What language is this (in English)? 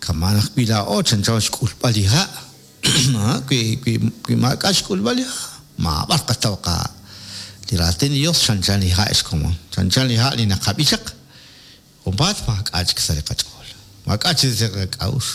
Kekchí